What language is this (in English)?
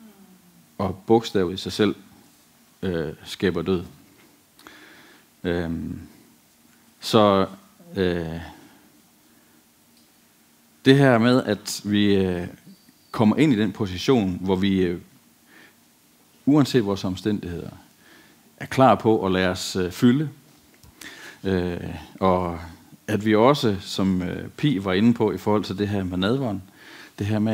Danish